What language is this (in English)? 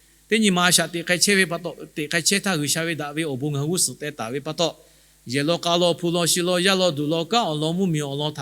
Lahu